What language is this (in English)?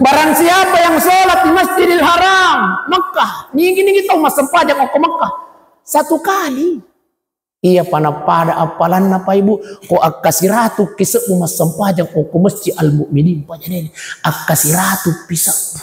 Buginese